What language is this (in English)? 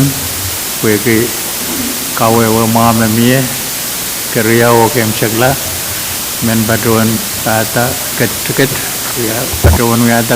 Pohnpeian